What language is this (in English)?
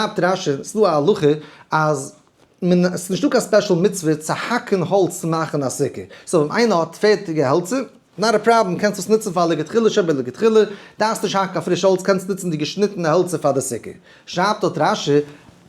Yiddish